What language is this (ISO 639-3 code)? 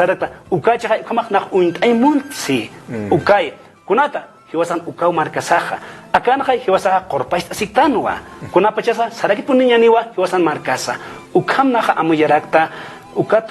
aym